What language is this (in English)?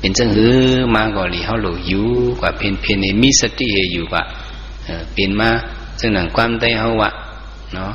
Shan